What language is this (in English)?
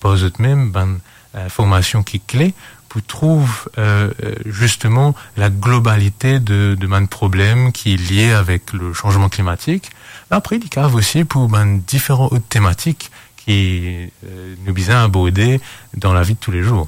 Morisyen